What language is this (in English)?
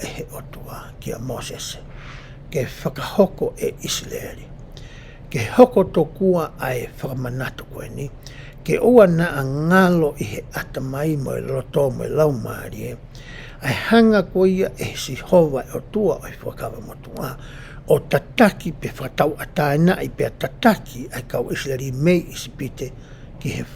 Tongan